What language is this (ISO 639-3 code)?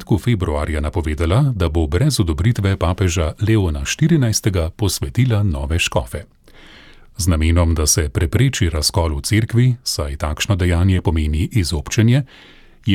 slv